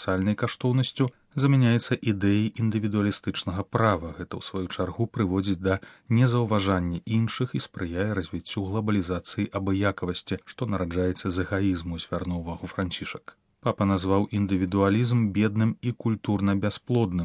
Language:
Belarusian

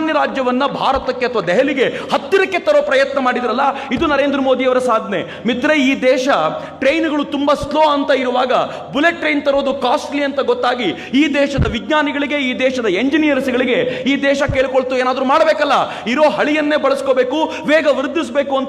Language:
Kannada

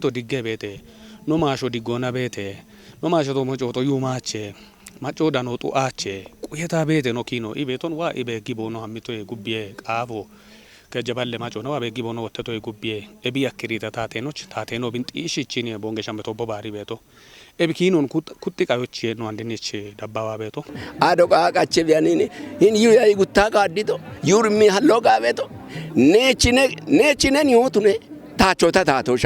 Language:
Kafa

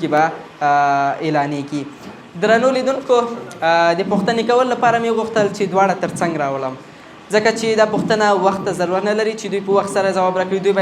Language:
Pashto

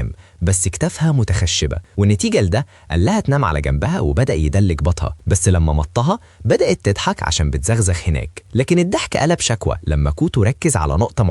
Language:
Egyptian Arabic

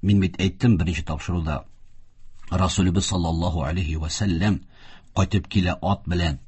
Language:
Tatar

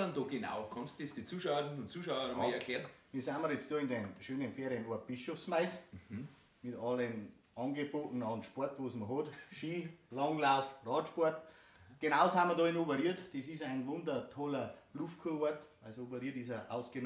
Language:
Bavarian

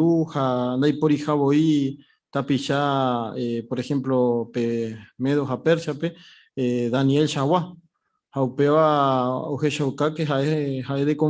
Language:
Guarani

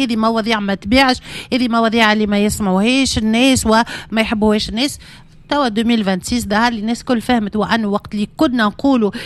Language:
Tunisian Arabic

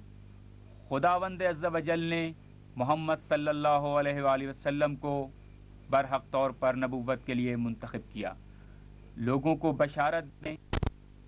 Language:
Urdu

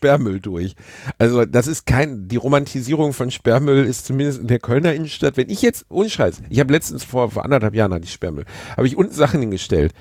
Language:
German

